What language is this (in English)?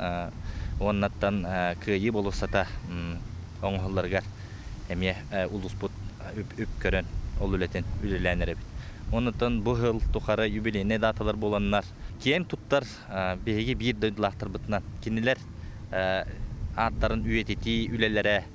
Yakut